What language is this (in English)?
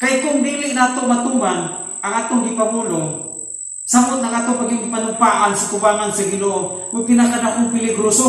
Cebuano